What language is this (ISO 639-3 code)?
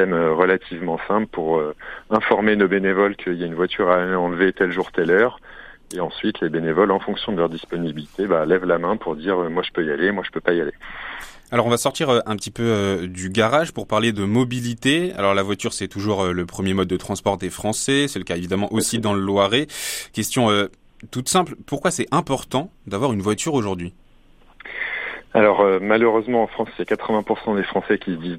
fra